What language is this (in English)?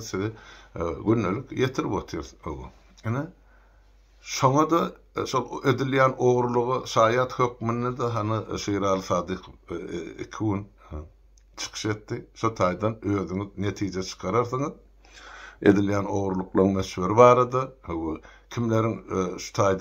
Turkmen